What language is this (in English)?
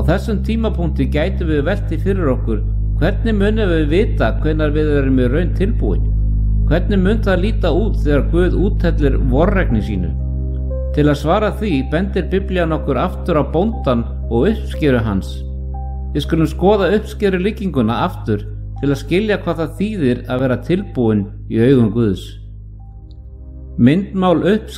Icelandic